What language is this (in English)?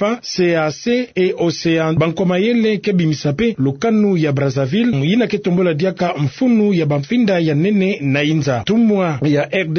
Kituba (Democratic Republic of Congo)